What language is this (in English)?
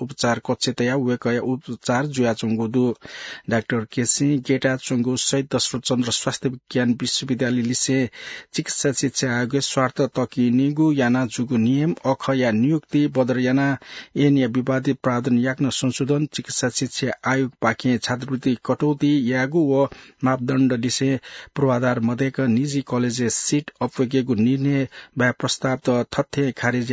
Newari